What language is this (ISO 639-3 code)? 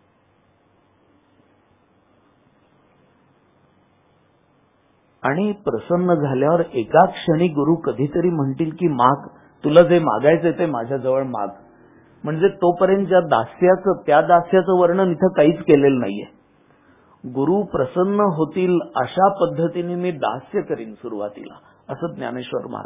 mar